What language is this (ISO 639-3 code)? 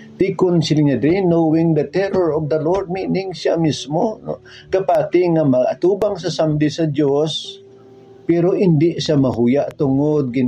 hil